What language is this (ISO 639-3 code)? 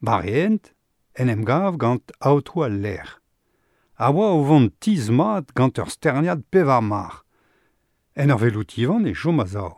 bre